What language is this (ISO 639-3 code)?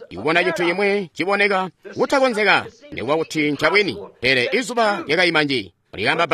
toi